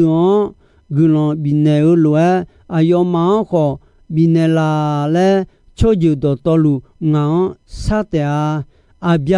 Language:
Akha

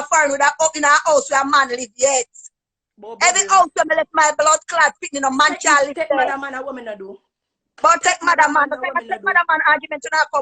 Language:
Jamaican Creole English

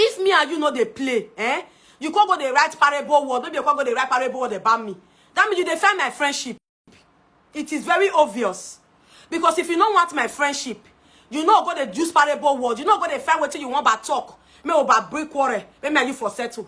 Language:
Nigerian Pidgin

